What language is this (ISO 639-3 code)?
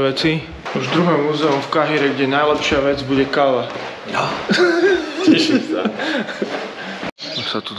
slk